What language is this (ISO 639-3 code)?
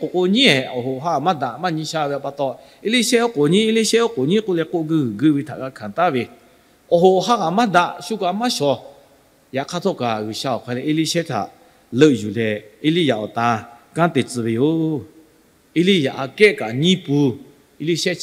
lhu